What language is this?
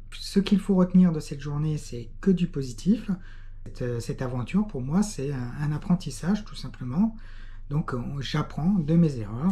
French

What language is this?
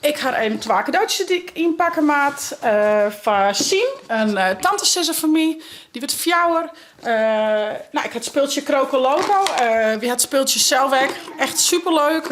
Western Frisian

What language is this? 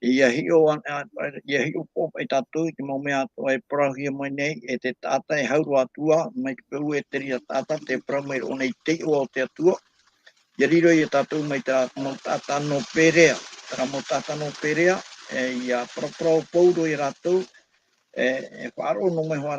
Tahitian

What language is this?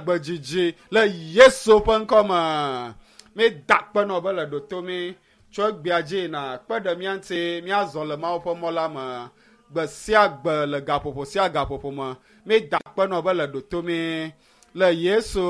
Ewe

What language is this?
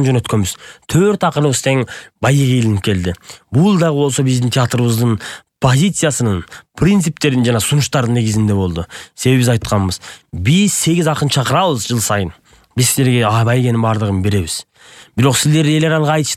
Kyrgyz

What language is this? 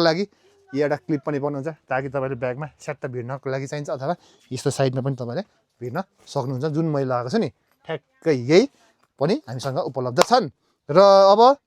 Nepali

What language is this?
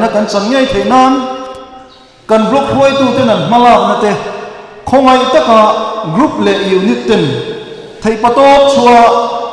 Mizo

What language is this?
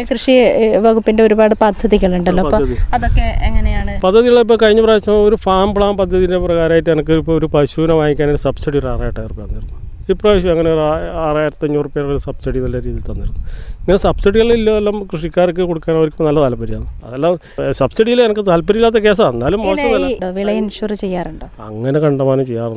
Malayalam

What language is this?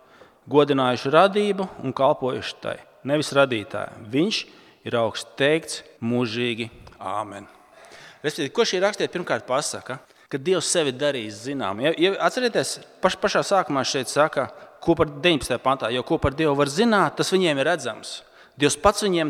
Latvian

